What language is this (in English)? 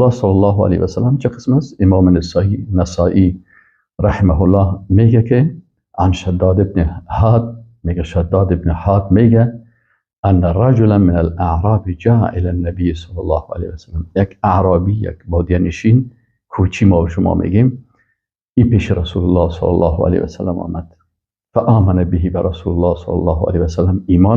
Persian